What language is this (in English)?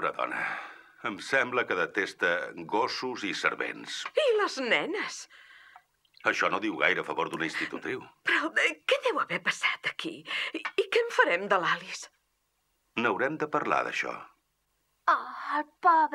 Catalan